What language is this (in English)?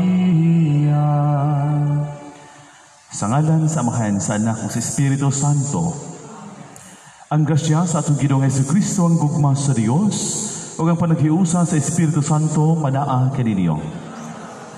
Cebuano